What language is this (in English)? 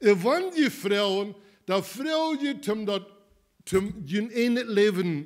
Plautdietsch